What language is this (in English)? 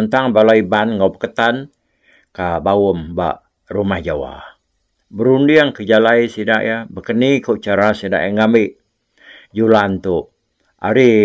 Iban